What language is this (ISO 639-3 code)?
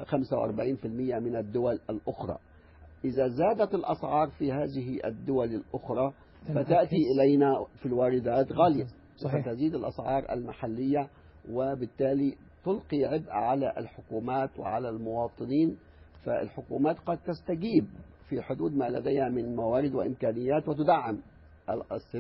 ara